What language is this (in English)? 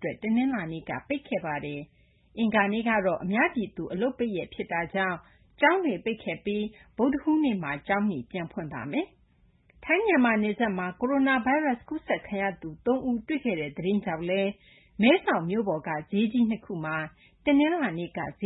Burmese